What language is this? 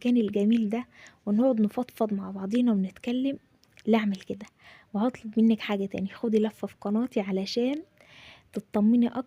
Egyptian Arabic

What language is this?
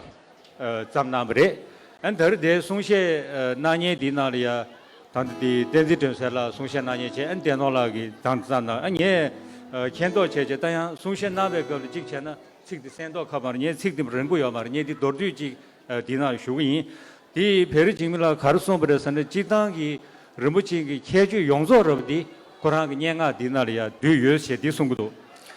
Tibetan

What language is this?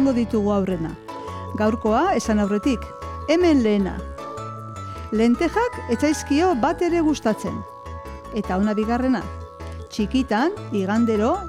Basque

